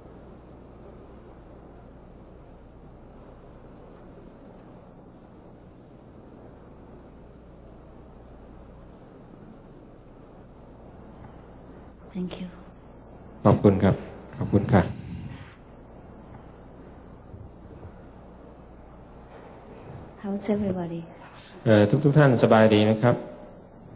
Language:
Thai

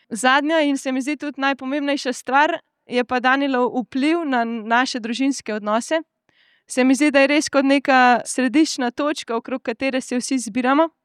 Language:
Slovenian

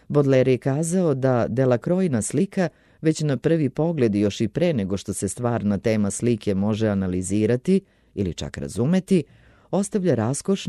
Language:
Serbian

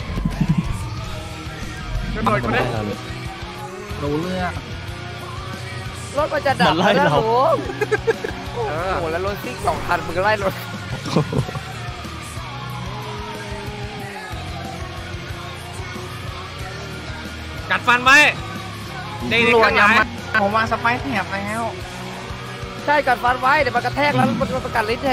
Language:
Thai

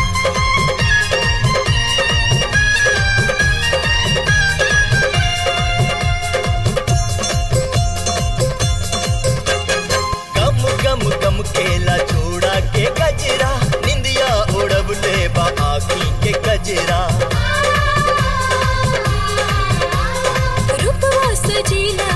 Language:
Bhojpuri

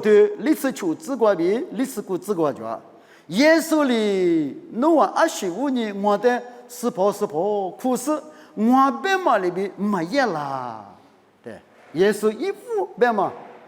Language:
Lisu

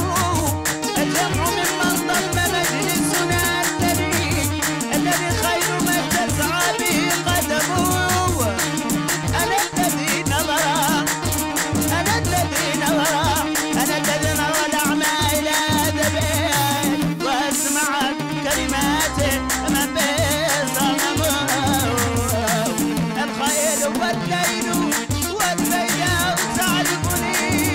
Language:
Arabic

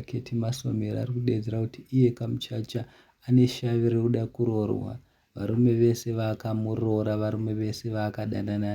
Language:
Shona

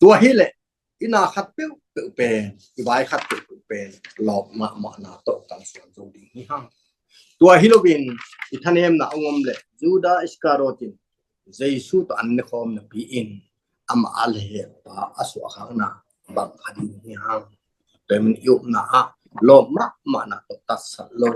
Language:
Tedim Chin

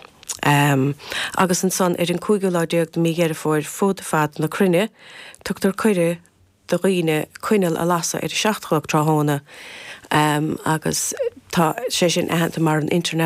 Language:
Irish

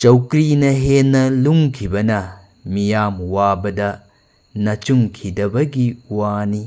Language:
Manipuri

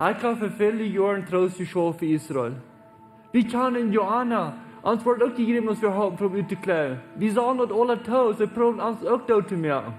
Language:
Plautdietsch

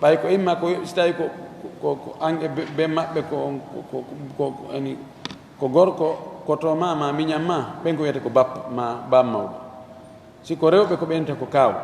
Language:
Fula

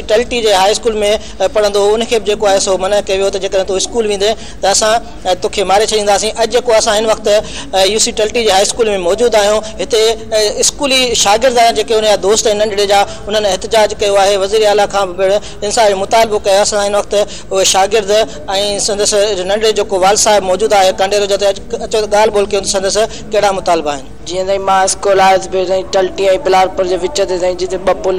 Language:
Sindhi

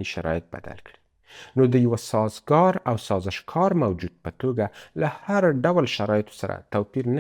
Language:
Pashto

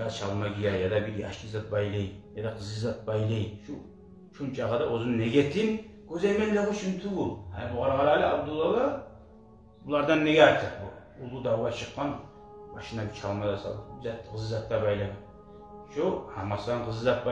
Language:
Kumyk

